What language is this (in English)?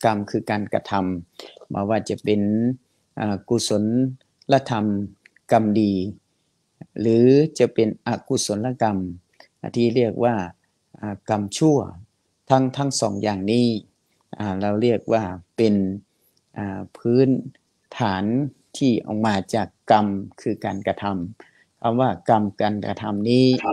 Thai